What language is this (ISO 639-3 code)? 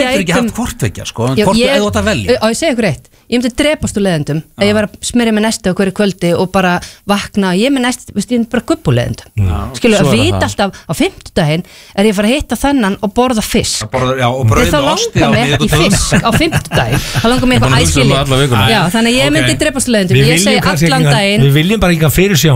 isl